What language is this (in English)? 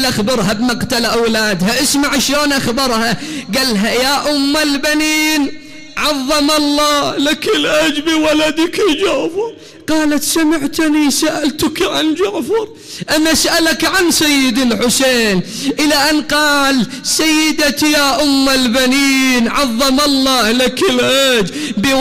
Mesopotamian Arabic